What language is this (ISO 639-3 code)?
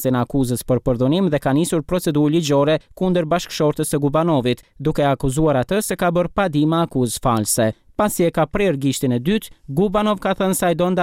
sqi